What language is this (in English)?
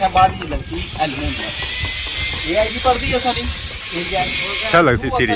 Pahari-Potwari